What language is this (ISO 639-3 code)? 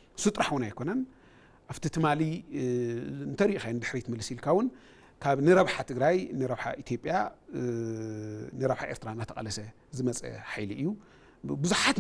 tir